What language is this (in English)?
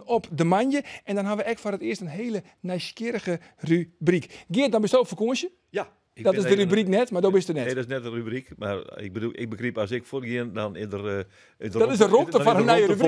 Western Frisian